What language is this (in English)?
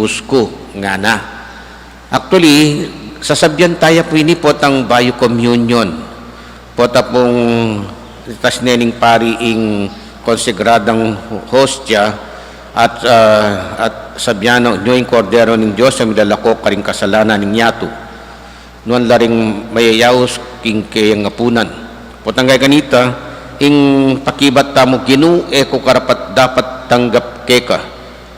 Pampanga